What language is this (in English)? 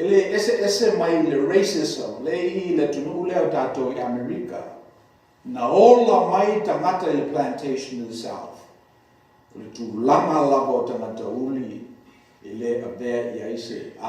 Samoan